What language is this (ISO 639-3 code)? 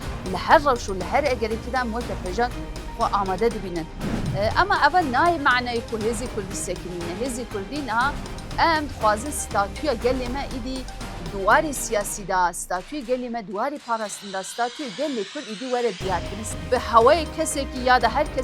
kur